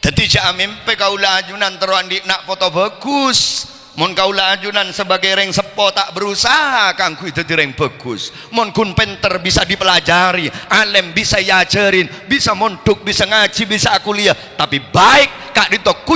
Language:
Madurese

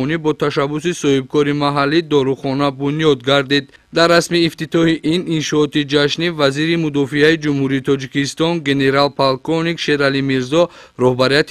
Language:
Tajik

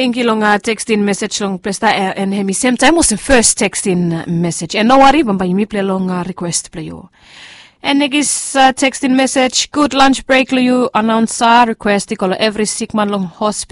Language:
Bislama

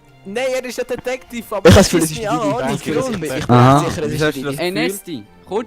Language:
Swiss German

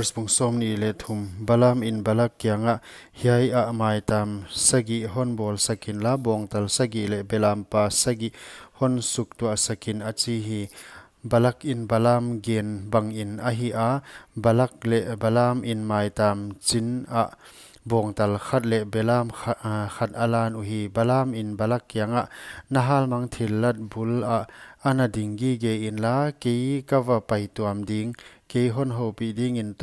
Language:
Paite Chin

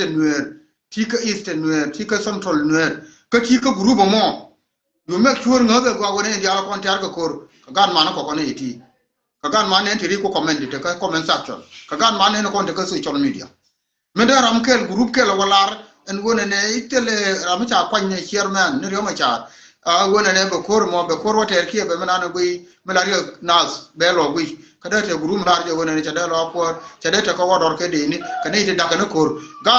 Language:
Nuer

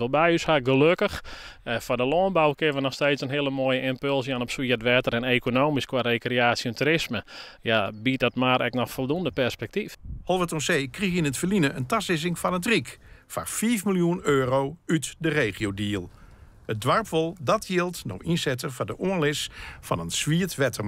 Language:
Western Frisian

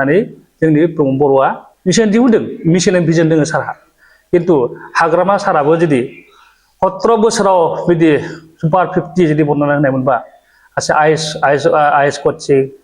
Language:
Bodo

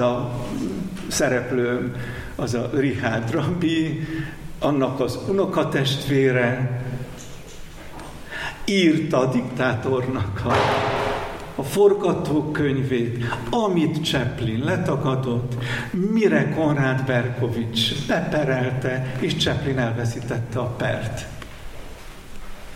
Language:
Hungarian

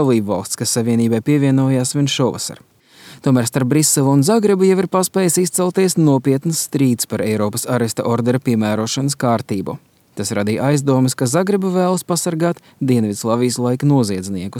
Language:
Latvian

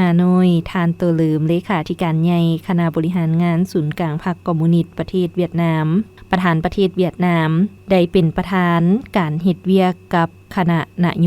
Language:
Lao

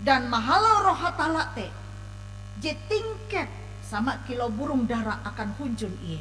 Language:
Ngaju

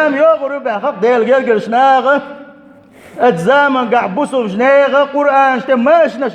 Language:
Chechen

